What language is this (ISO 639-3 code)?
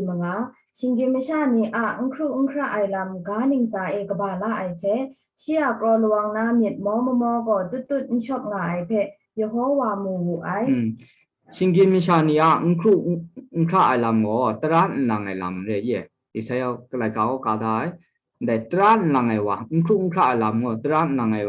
kac